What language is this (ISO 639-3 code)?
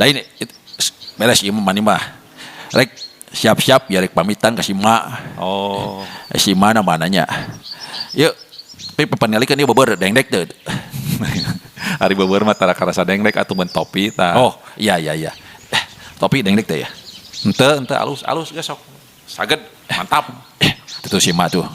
sun